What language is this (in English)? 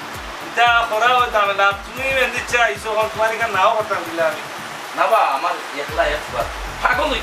Sylheti